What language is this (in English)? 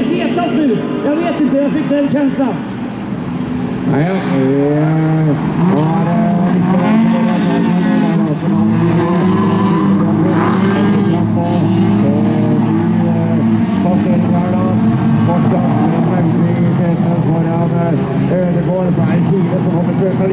Norwegian